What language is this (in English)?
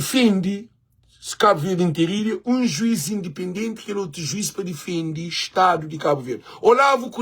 Kabuverdianu